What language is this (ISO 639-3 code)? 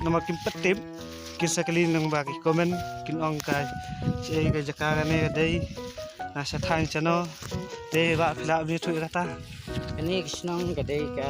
kha